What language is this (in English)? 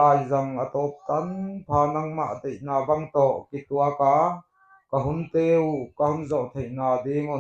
Paite Chin